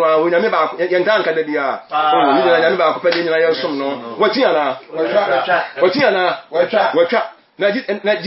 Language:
Akan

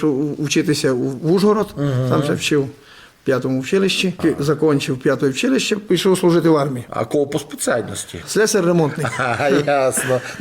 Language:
Rusyn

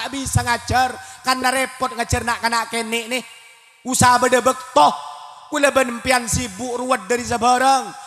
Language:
Madurese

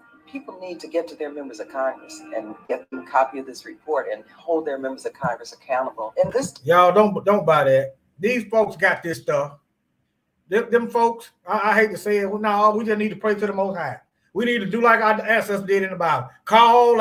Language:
English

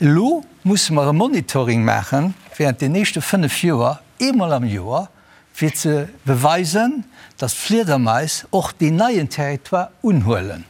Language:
Luxembourgish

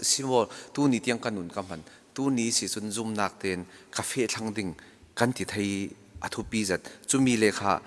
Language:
Falam Chin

